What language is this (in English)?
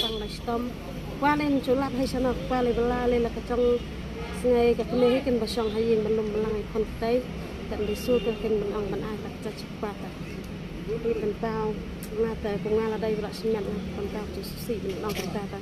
Khasi